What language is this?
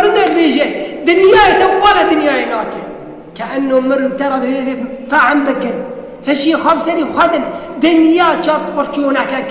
Kurdish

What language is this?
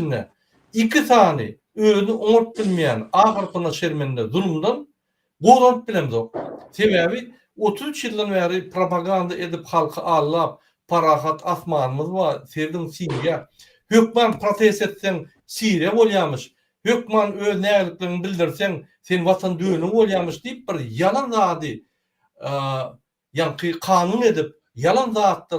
Turkmen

